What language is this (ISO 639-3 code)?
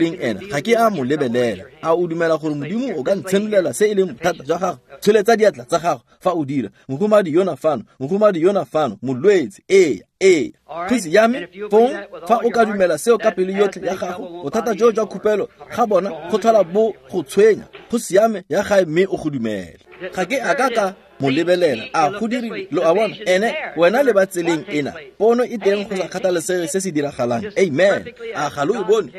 tsn